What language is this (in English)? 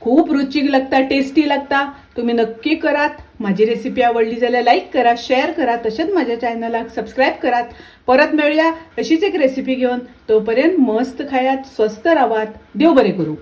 Konkani